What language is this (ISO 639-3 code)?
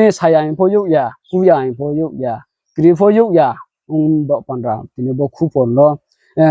ria